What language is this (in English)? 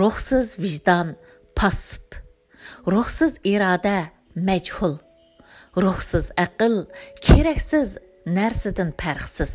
Uyghur